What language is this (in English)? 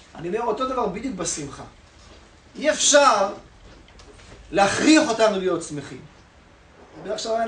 Hebrew